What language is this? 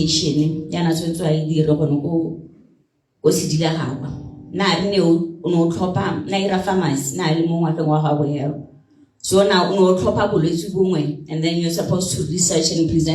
Tswana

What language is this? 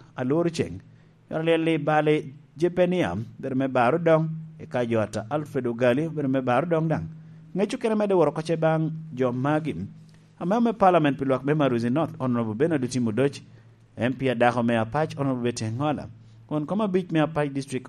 Lango (Uganda)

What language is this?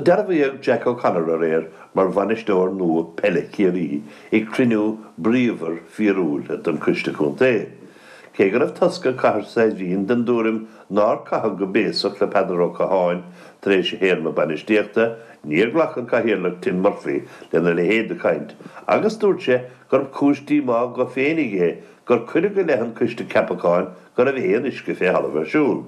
Irish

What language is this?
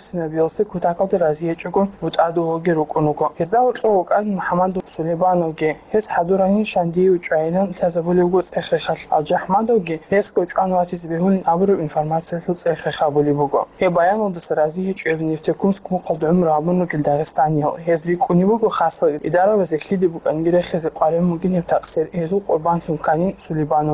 Avaric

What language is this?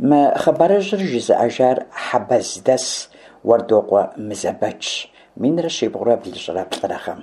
Kabardian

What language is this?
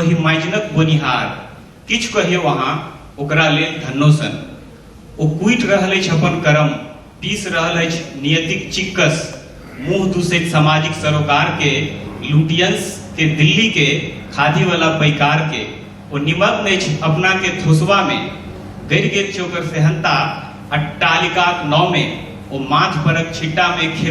Maithili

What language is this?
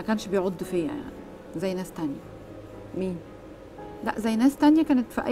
Egyptian Arabic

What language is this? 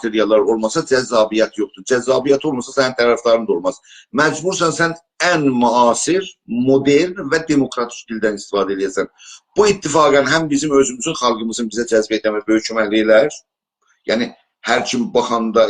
South Azerbaijani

